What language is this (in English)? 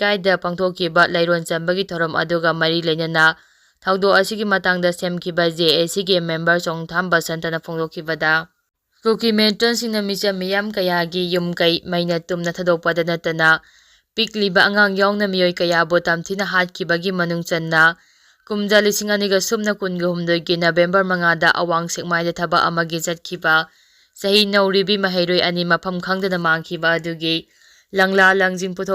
Manipuri